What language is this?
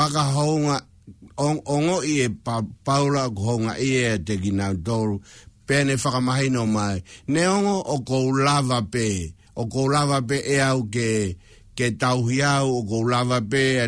Tongan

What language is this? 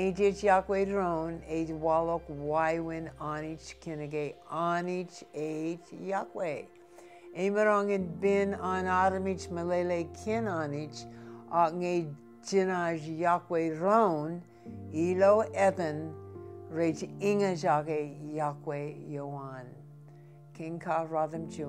Marshallese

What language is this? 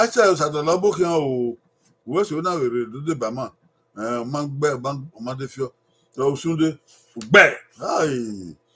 Bini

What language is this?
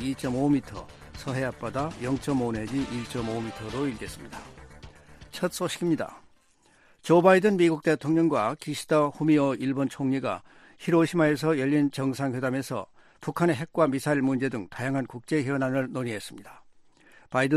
Korean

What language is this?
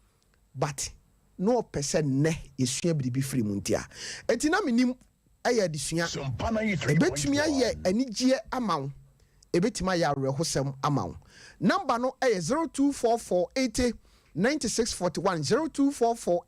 Akan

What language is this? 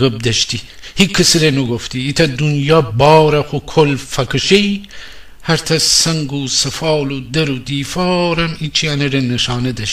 Gilaki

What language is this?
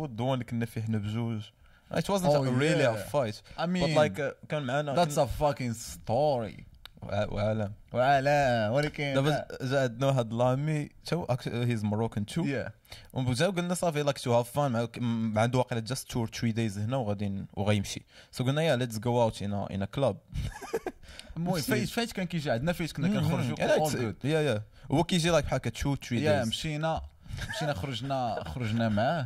Moroccan Arabic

